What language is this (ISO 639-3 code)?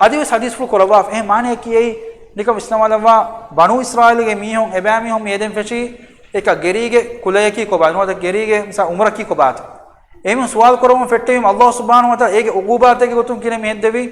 div